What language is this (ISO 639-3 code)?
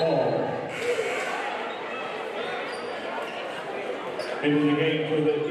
eng